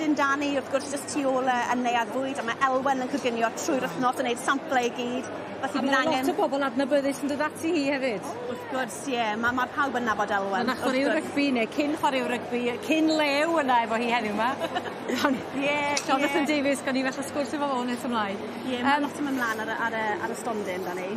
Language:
Welsh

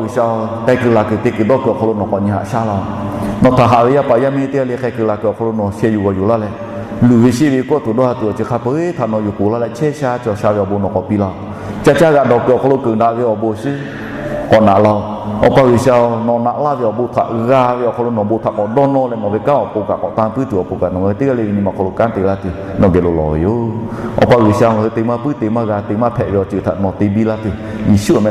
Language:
Lahu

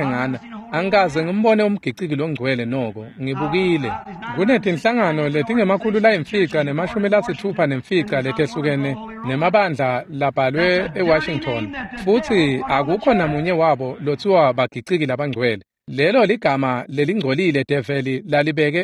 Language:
Swati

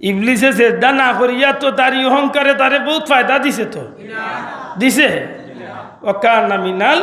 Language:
Sylheti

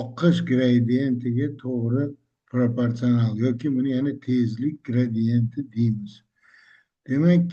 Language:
Uzbek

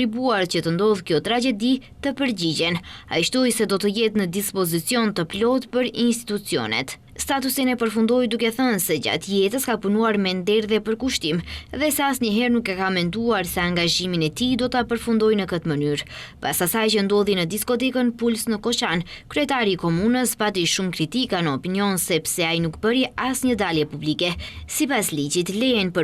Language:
Albanian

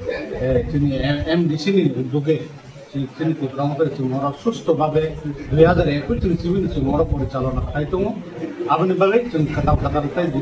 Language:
Kok Borok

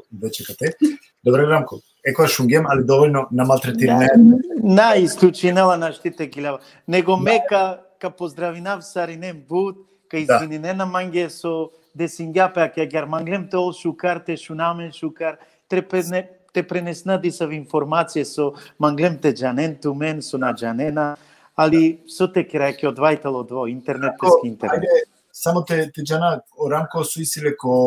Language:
Balkan Romani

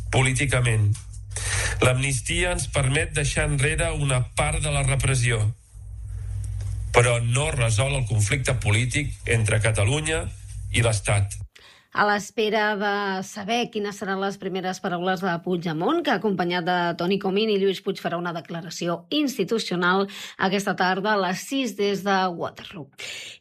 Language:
Catalan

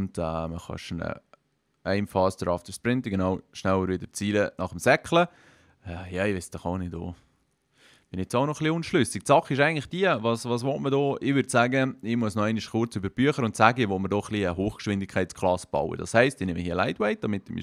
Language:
Swiss German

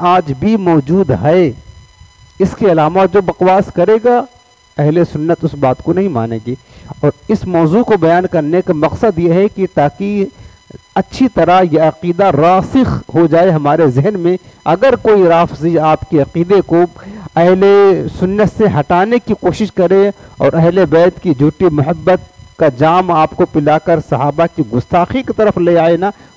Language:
Urdu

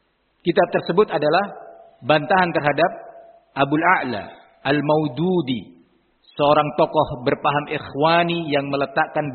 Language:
Indonesian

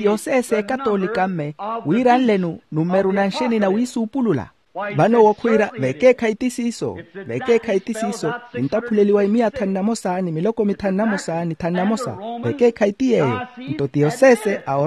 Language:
Makhuwa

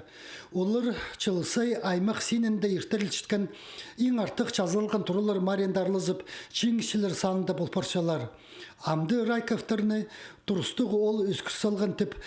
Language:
Khakas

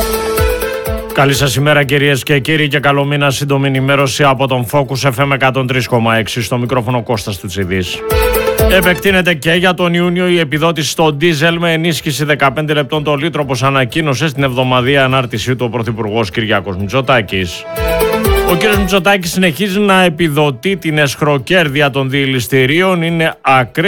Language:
Greek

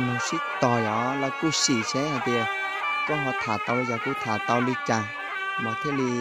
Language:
Hmong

